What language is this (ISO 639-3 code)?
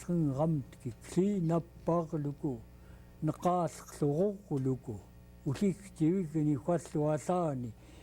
esu